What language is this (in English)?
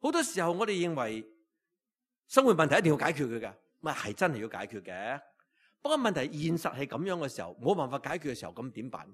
Cantonese